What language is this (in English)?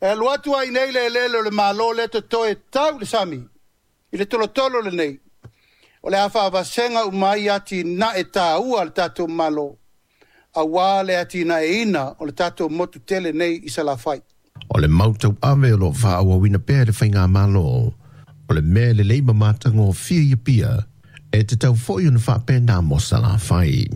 Samoan